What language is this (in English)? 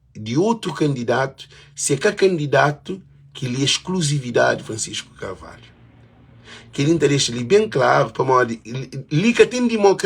Kabuverdianu